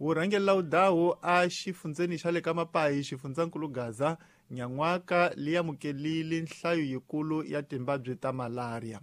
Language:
Tsonga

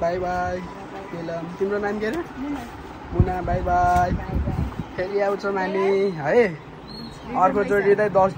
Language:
Nepali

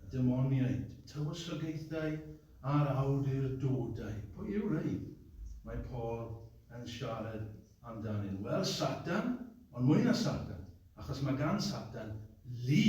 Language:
Welsh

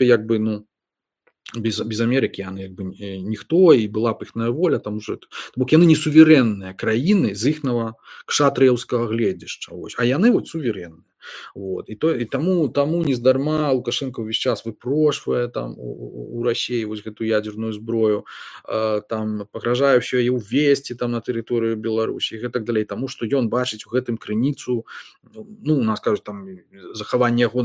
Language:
Belarusian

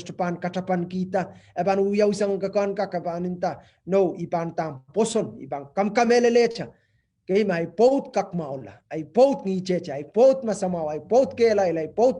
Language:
Pohnpeian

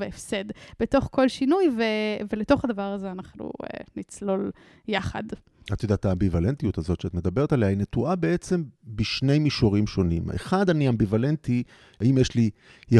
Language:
Hebrew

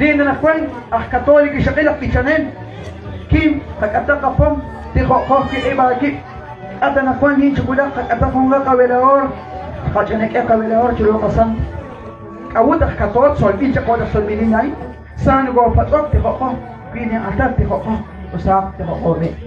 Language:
Kekchí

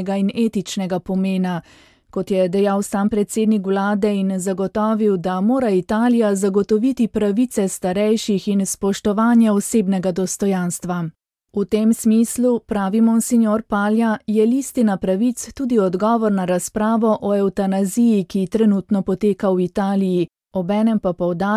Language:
Slovenian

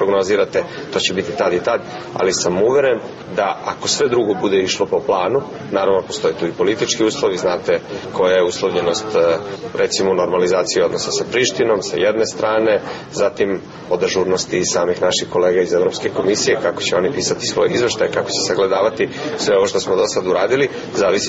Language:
Serbian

